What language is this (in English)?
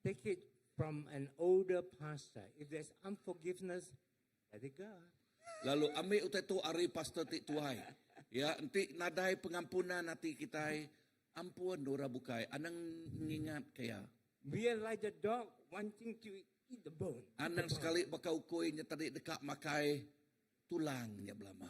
Iban